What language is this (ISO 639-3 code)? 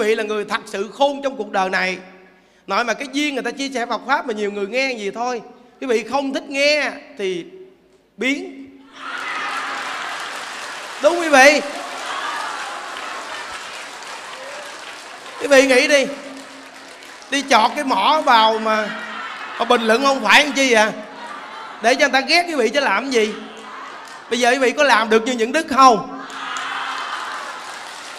vie